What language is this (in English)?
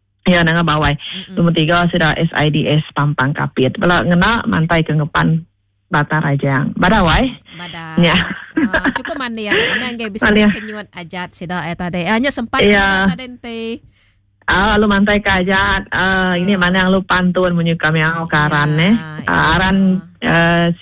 Iban